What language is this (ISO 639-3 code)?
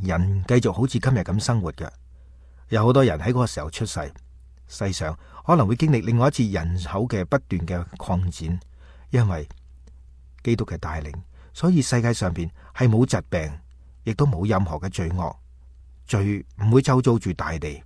yue